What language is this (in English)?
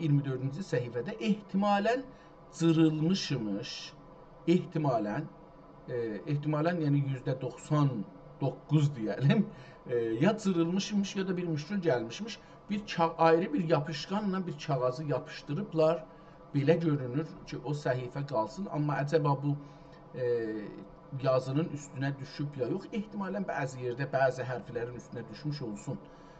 South Azerbaijani